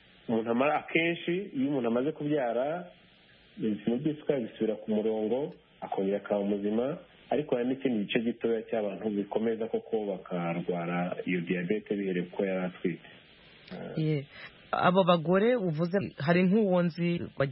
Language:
Kinyarwanda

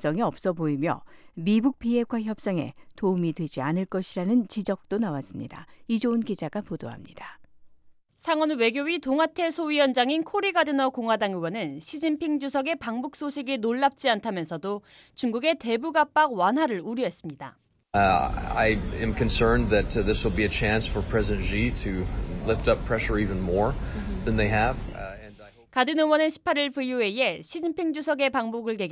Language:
Korean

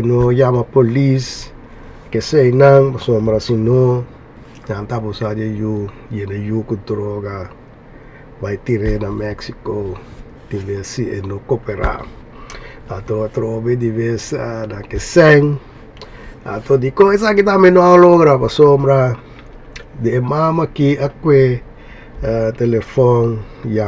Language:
Papiamento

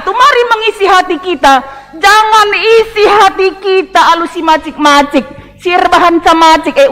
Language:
Batak Karo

